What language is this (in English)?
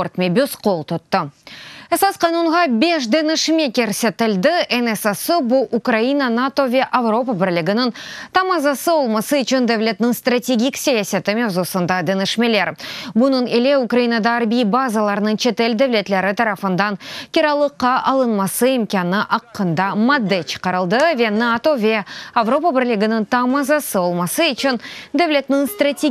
Crimean Tatar